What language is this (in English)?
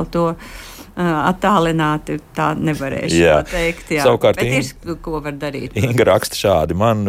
Latvian